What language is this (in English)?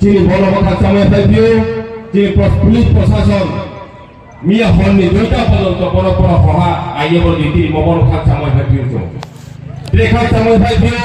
Riang (India)